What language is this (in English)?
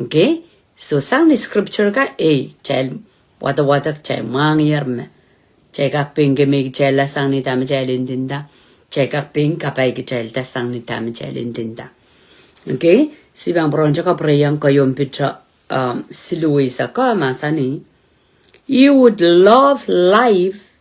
Pohnpeian